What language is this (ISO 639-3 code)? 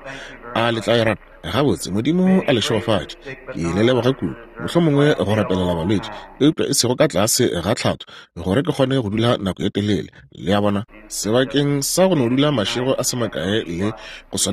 nso